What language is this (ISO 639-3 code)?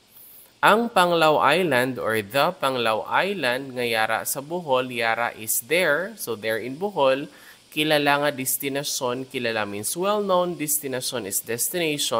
hil